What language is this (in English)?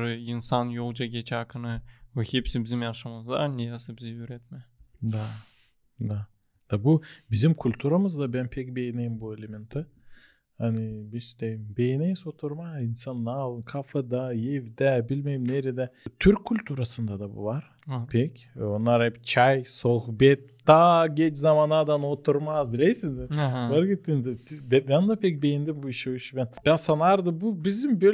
Gagauz